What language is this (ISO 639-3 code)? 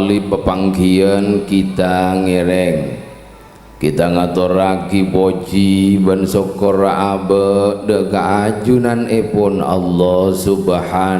mad